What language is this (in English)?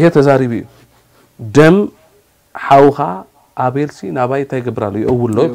Tigrinya